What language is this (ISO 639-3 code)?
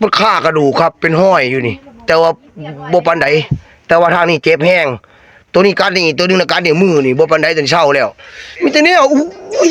tts